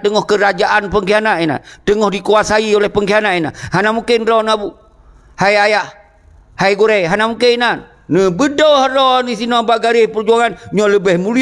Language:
Achinese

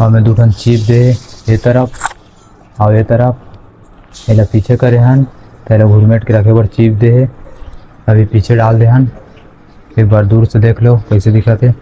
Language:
Chhattisgarhi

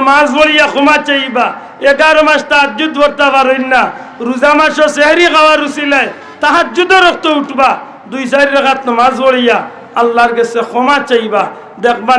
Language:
Sylheti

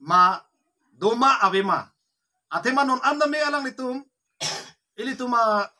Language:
Karbi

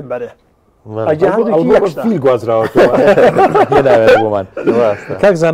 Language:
Central Kurdish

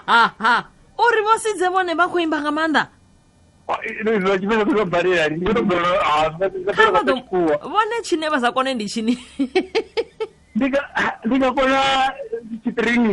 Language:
Venda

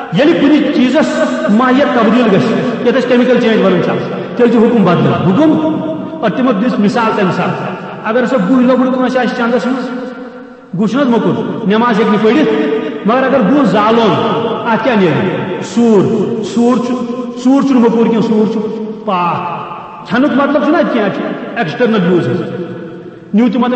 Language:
Kashmiri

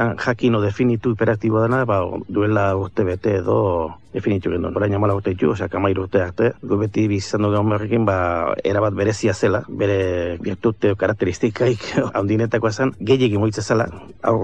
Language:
Basque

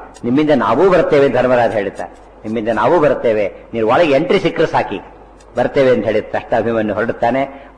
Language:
Kannada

